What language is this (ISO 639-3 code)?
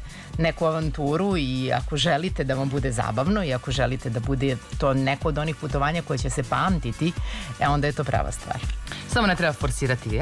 srp